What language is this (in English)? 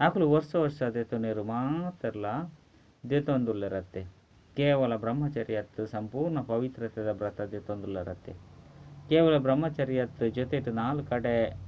Tulu